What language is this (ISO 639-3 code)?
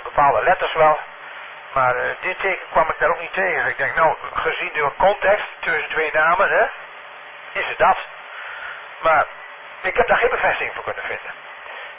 nld